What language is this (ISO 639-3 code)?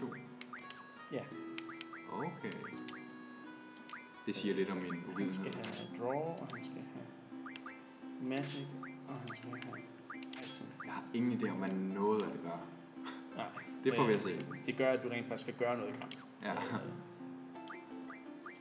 dan